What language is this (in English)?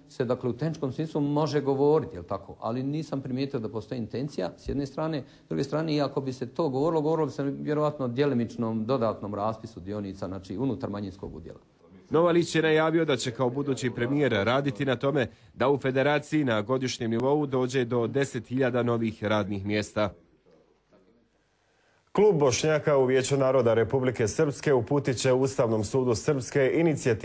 Bosnian